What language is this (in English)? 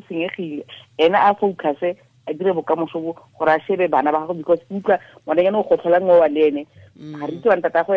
Tswana